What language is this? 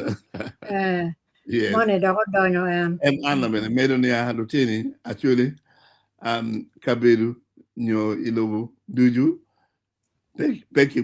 Acoli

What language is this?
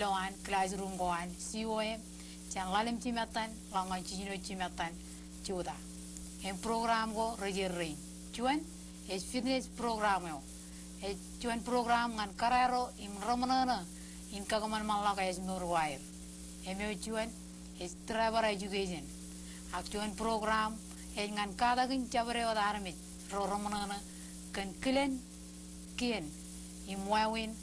Marshallese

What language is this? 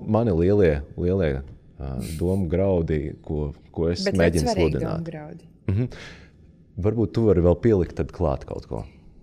Latvian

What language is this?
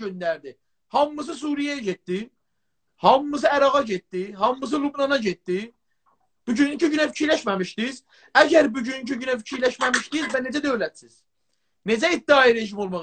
South Azerbaijani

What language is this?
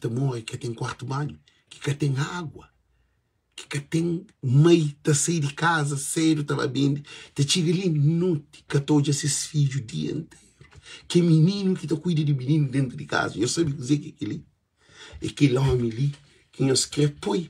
Kabuverdianu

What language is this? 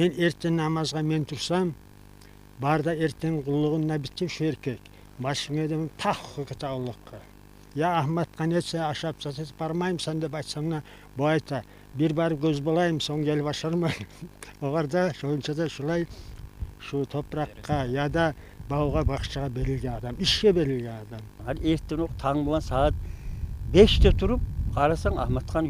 Kumyk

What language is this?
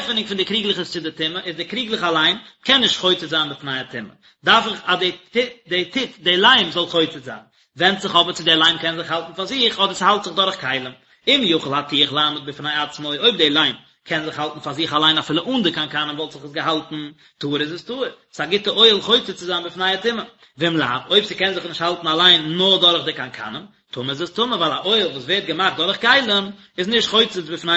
Yiddish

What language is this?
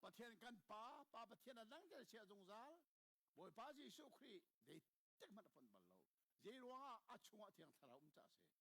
Hakha Chin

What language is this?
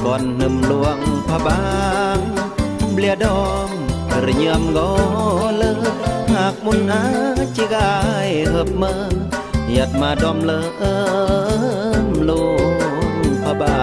Khmu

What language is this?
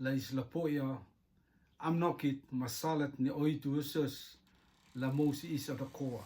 Rotuman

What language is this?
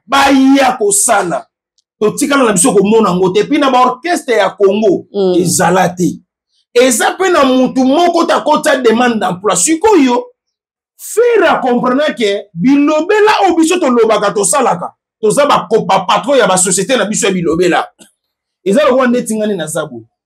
Lingala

